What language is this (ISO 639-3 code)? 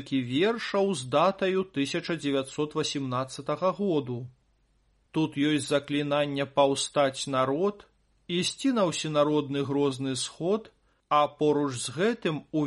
bel